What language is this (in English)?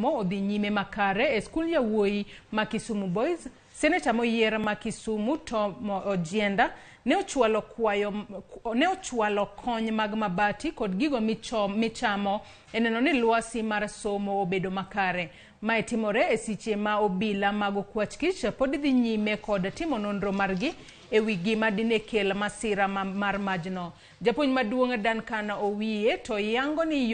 Luo (Kenya and Tanzania)